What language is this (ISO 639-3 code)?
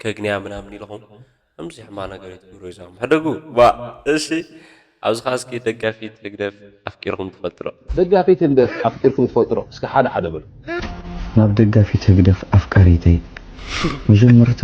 tir